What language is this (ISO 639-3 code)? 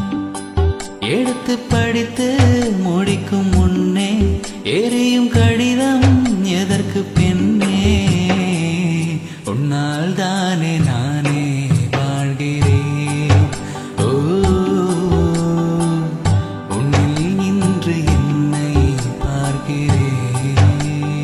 tam